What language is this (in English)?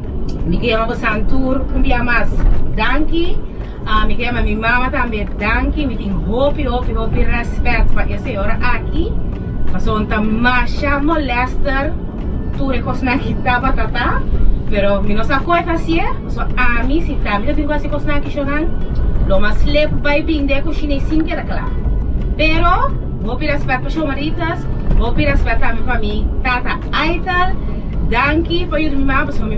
Papiamento